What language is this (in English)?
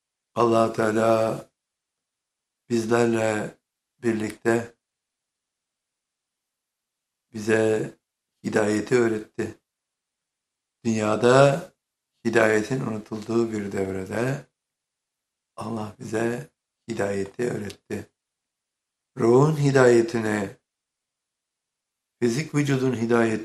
Turkish